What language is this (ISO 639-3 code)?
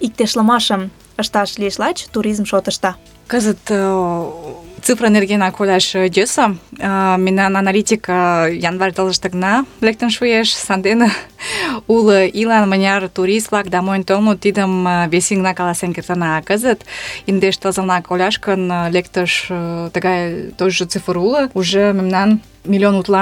chm